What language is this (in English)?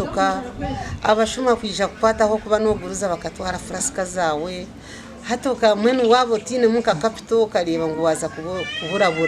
Nyankole